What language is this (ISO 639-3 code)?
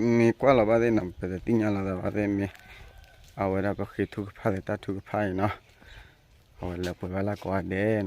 ksw